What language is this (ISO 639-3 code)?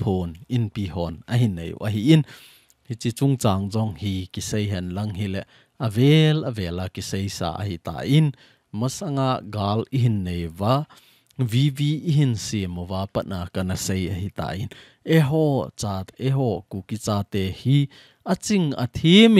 tcz